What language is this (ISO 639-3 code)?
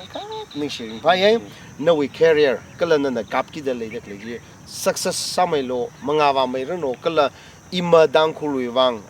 nmf